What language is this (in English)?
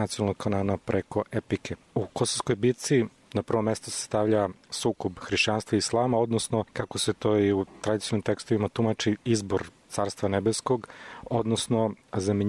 Serbian